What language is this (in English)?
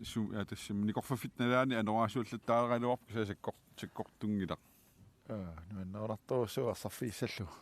Kalaallisut